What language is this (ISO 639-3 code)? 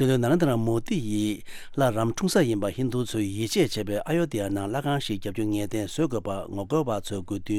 bod